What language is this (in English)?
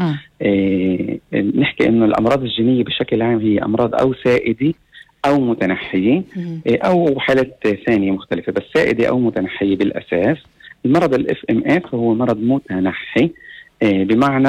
North Levantine Arabic